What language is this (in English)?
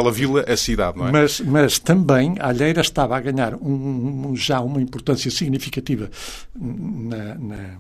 Portuguese